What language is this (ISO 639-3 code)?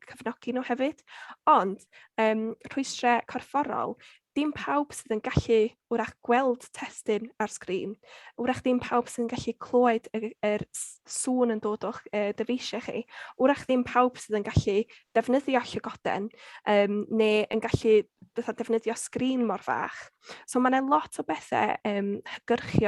cym